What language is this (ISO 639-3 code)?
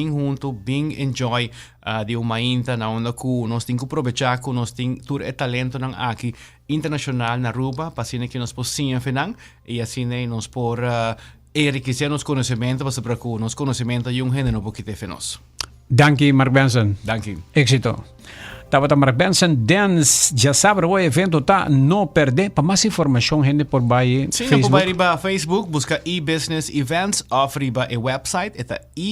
pap